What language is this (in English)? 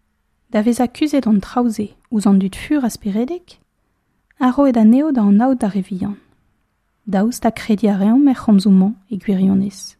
Breton